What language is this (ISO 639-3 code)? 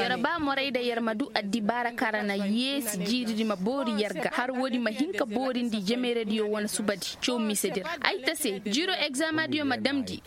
ses